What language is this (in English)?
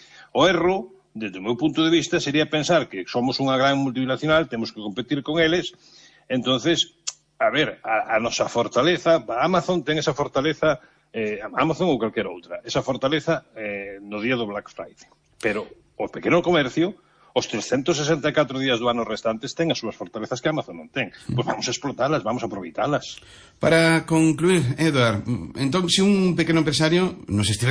Galician